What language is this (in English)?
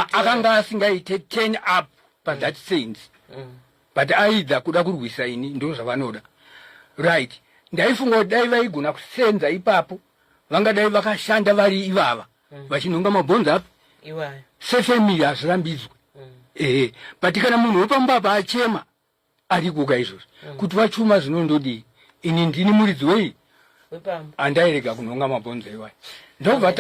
Shona